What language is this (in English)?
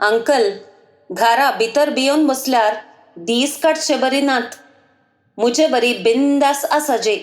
Konkani